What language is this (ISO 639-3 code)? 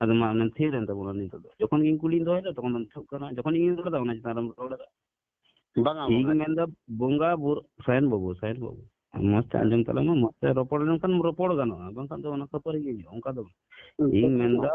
sat